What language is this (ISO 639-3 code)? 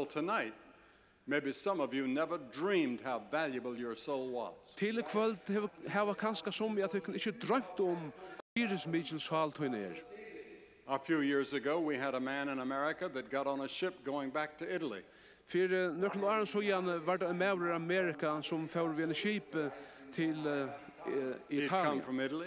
fao